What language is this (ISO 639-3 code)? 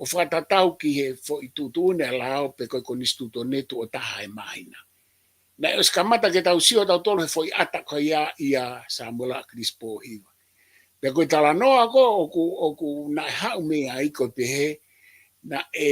ton